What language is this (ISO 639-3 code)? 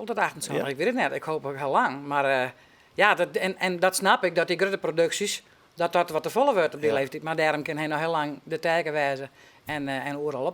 fry